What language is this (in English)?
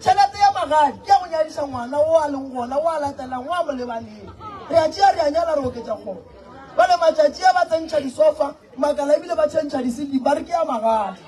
Northern Sotho